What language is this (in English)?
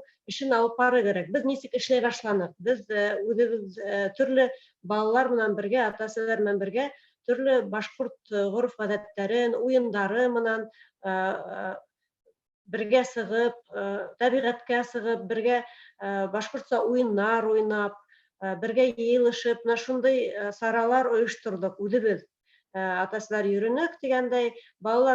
Bashkir